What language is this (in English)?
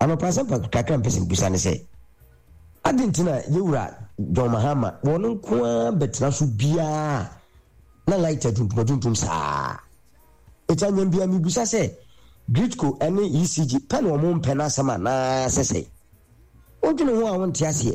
Akan